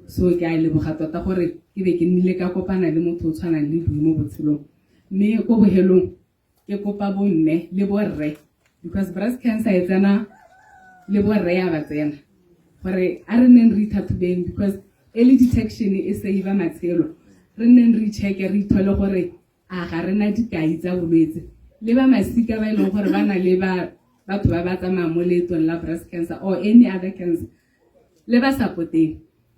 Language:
Tswana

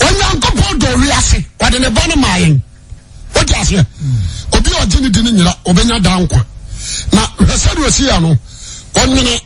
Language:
Akan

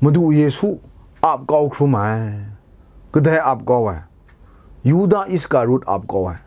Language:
Kachin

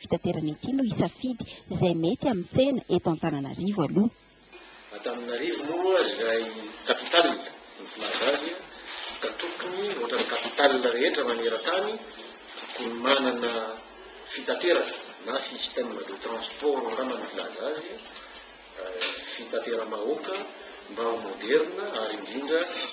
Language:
Malagasy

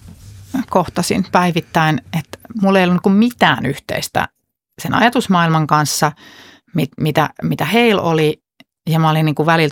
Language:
Finnish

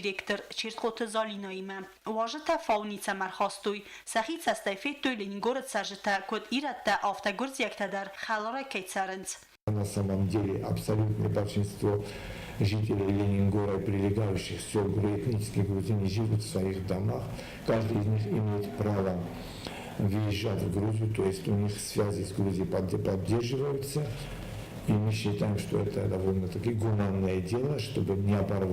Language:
Ossetic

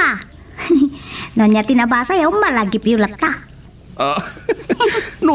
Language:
Iloko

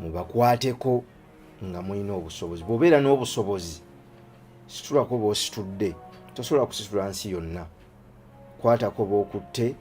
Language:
Ganda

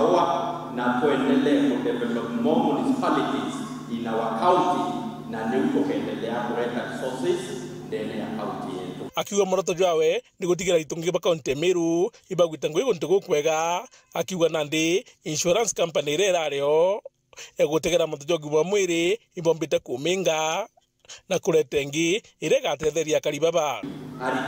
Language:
Meru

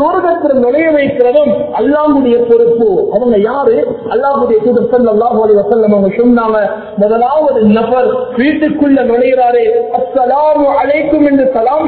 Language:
Tamil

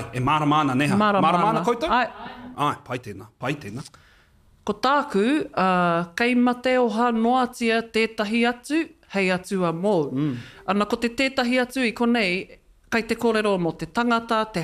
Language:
Māori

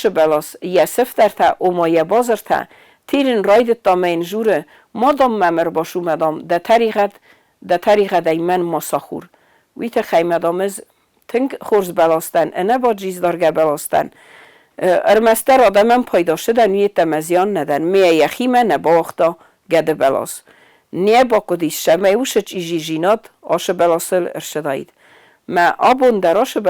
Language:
Ossetic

